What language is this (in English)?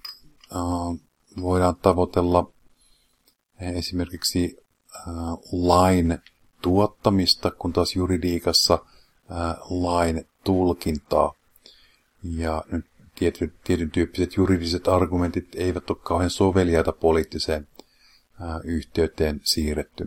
Finnish